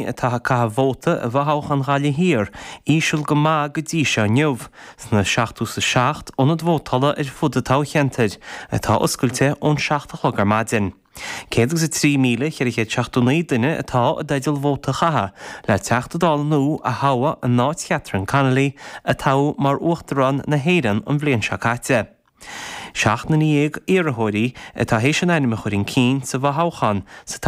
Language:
Irish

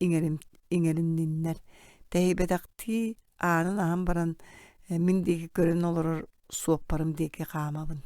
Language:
Yakut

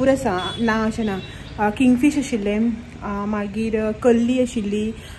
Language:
Konkani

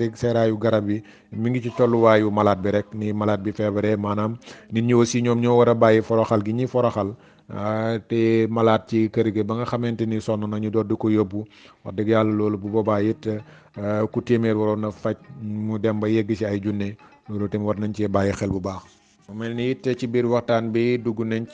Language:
Wolof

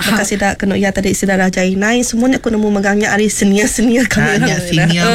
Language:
Iban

